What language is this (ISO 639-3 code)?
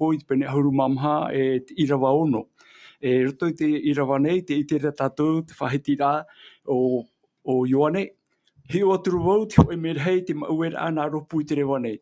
tah